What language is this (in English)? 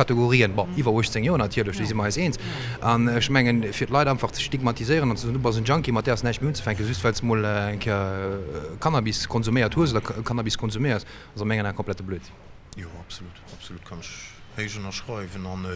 Luxembourgish